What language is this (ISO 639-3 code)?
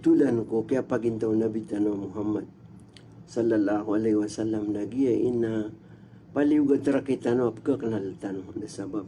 mrw